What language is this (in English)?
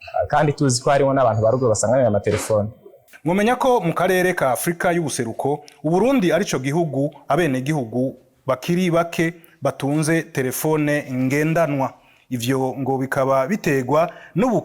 Rundi